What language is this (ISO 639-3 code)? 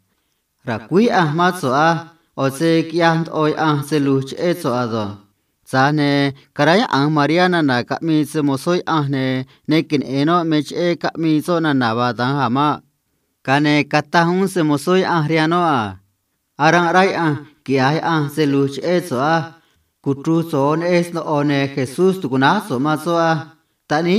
trc